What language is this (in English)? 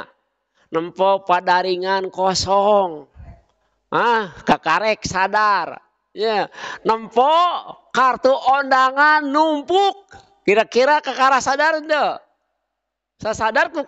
Sundanese